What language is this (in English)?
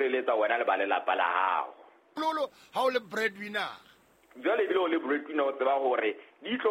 Southern Sotho